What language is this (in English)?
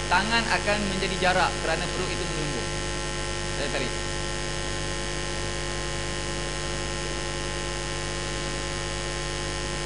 Malay